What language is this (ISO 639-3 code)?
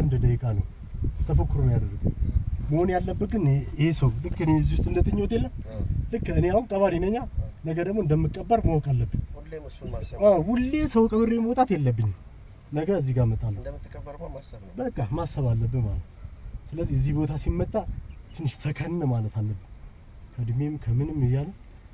amh